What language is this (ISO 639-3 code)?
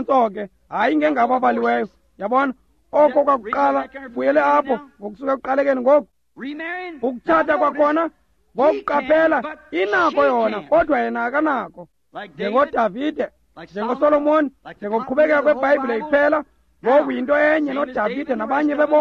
xho